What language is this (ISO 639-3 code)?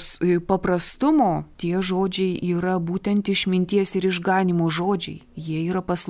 lit